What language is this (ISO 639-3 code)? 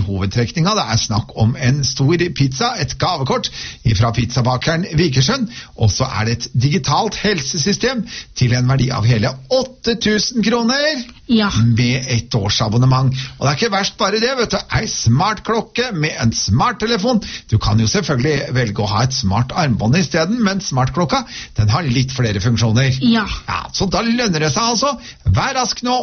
nor